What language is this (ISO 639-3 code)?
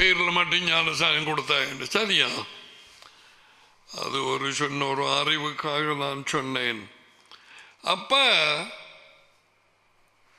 tam